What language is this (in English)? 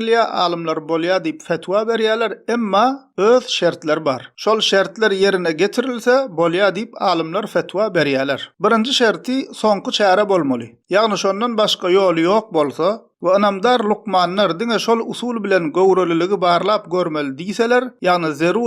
Turkmen